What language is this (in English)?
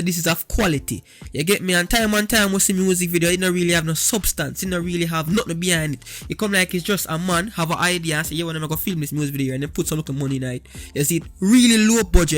Jamaican Creole English